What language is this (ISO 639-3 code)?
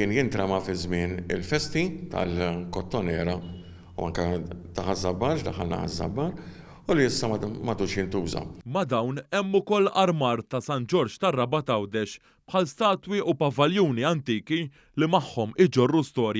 mlt